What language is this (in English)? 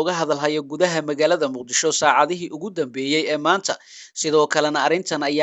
Somali